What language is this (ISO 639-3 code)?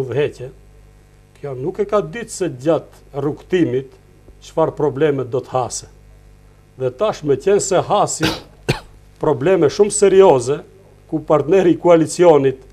sqi